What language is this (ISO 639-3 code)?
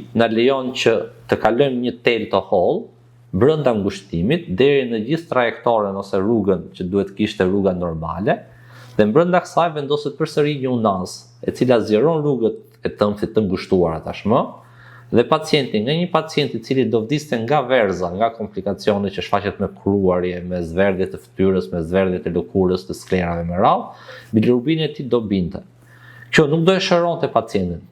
sqi